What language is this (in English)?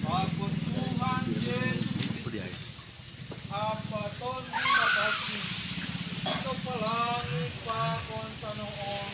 Batak Simalungun